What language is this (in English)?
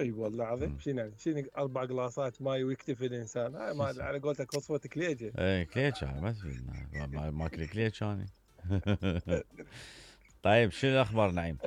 Mesopotamian Arabic